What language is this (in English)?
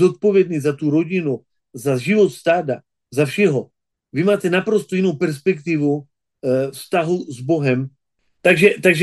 Czech